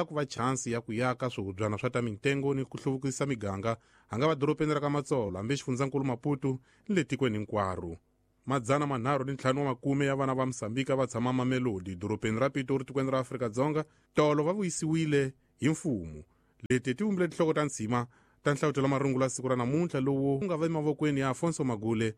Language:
Tsonga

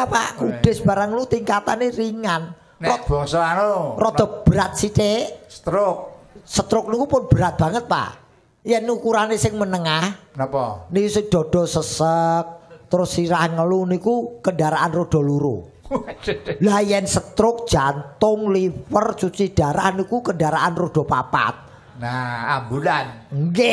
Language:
Javanese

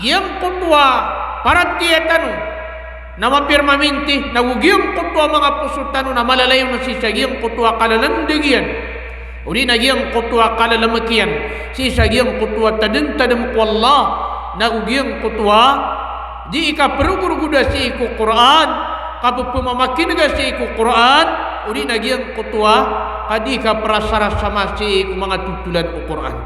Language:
Maranao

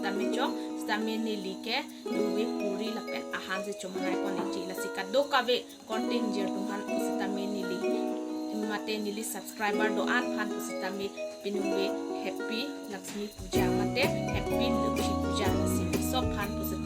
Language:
Karbi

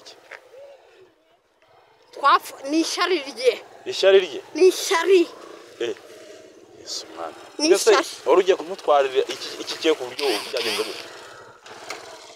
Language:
Kinyarwanda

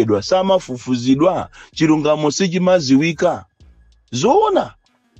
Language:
Nyanja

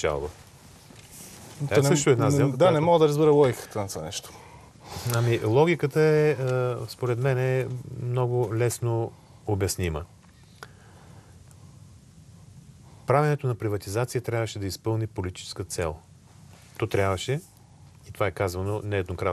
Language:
Bulgarian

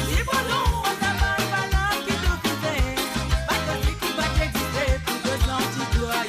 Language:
Morisyen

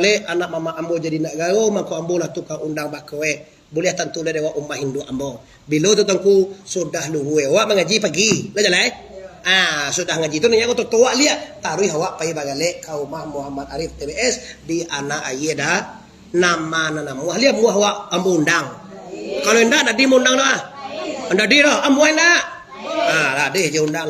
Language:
Minangkabau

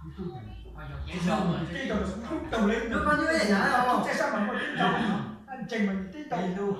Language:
Hmong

